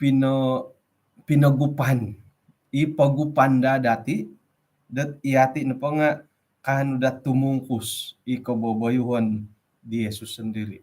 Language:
Central Dusun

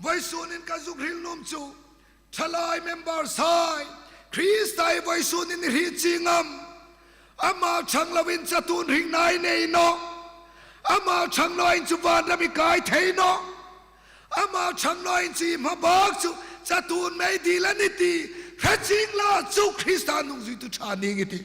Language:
Hmar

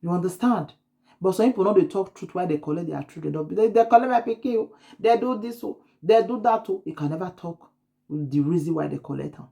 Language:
Nigerian Pidgin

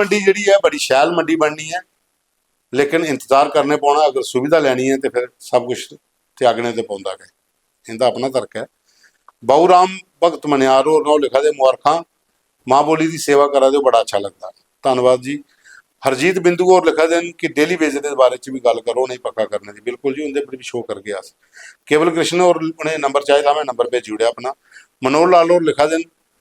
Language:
Dogri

